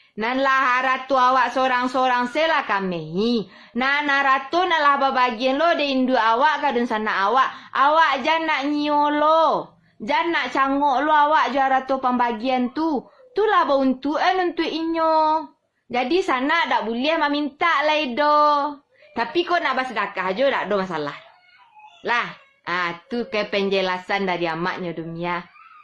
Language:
Minangkabau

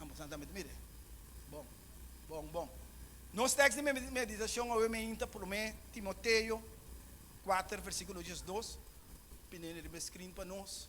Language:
Papiamento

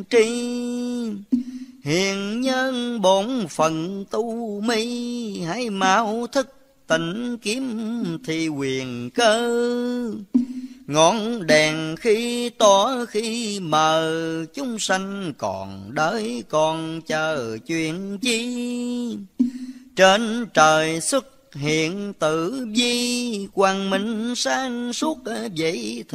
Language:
Vietnamese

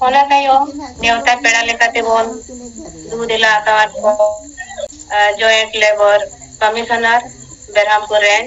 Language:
Santali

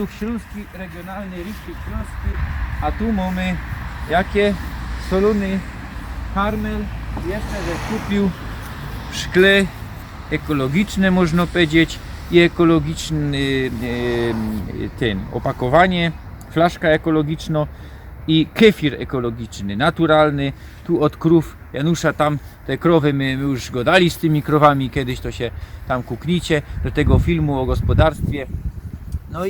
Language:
Silesian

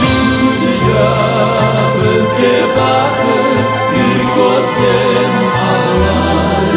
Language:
Crimean Tatar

